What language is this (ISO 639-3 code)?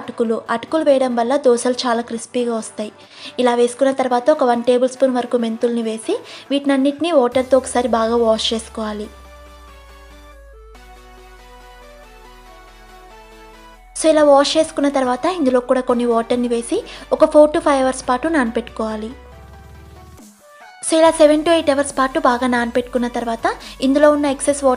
tel